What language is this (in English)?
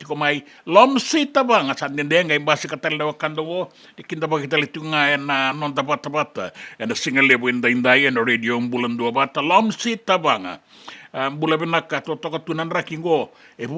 Fijian